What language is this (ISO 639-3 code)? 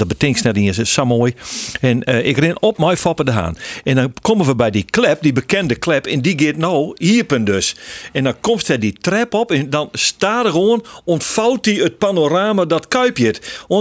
fry